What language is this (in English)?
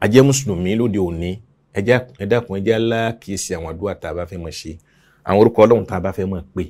Yoruba